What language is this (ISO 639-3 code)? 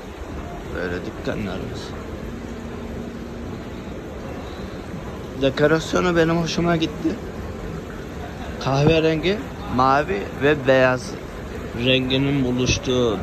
tur